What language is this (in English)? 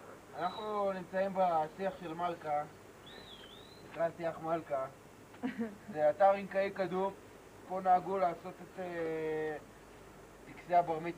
Hebrew